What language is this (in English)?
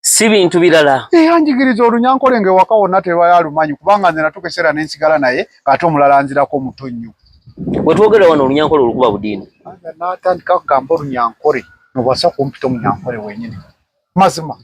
Ganda